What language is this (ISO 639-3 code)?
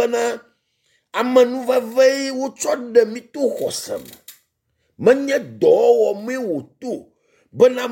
ewe